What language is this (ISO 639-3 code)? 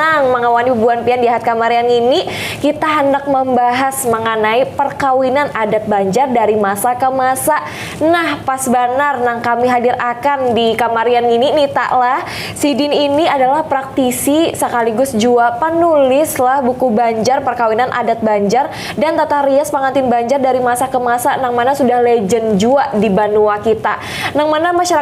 bjn